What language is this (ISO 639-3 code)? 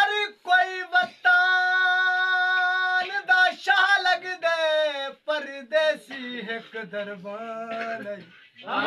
skr